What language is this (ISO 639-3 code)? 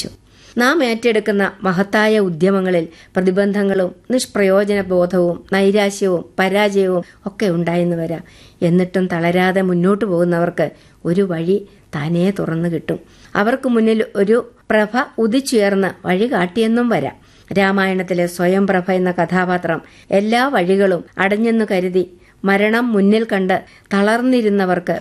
mal